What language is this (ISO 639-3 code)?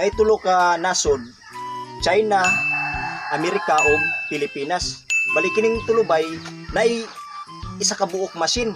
ceb